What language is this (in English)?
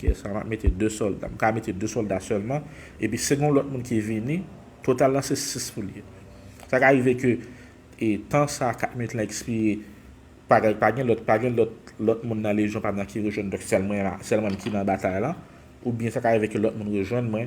Haitian Creole